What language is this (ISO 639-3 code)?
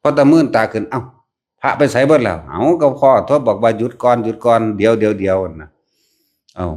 tts